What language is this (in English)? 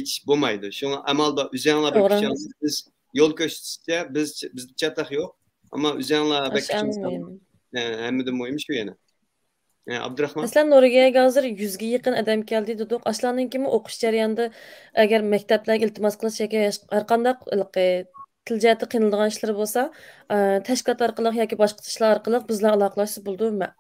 Uyghur